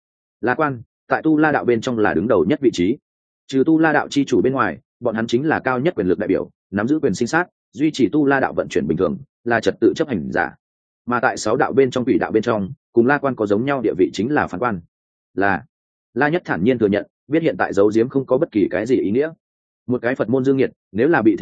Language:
Vietnamese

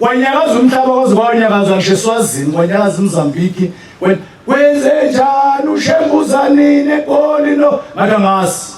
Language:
Zulu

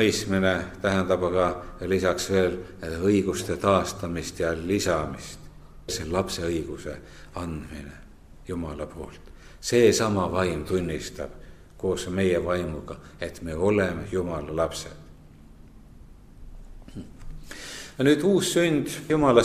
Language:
Estonian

